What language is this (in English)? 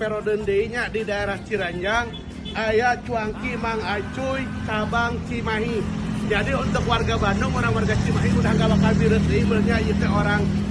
Sundanese